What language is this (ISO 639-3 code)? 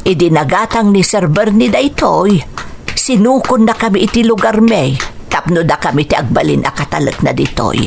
ilo